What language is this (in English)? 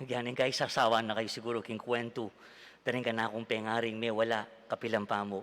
Pampanga